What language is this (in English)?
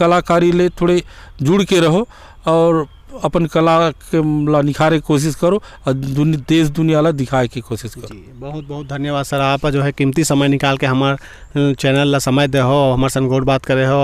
Chhattisgarhi